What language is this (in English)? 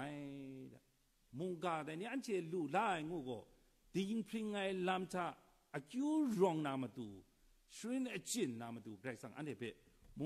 Kachin